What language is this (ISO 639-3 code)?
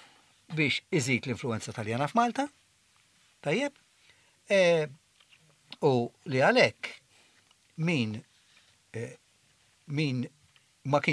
mlt